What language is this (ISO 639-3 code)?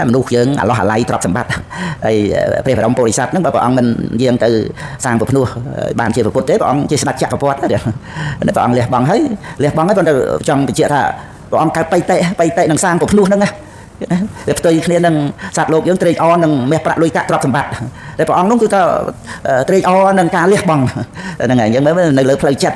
khm